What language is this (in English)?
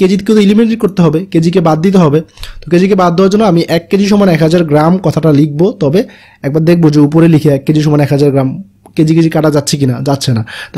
Bangla